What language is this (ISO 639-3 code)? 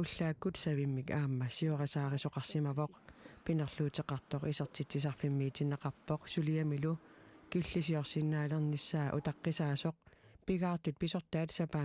kal